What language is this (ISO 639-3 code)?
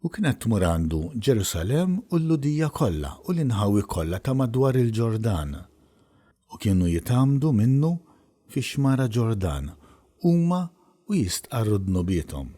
mlt